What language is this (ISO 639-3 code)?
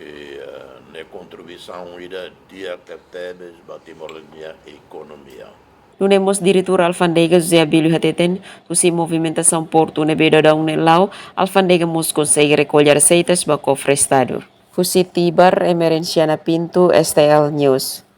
tet